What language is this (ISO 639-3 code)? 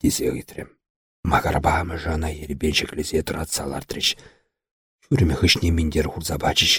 chv